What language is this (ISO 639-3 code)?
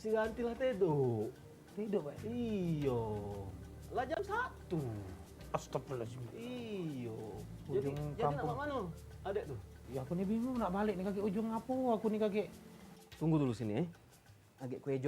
mui